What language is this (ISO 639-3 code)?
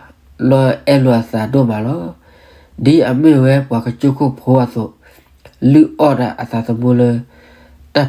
ksw